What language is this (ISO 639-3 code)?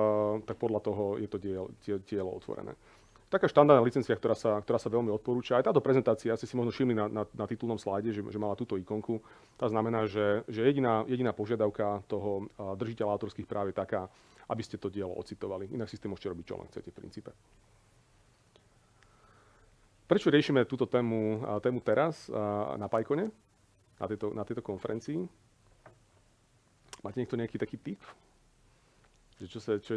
slk